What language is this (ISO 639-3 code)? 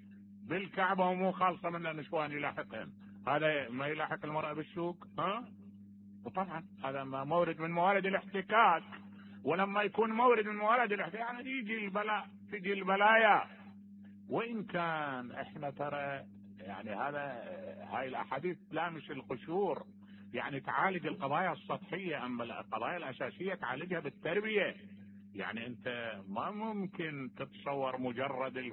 acm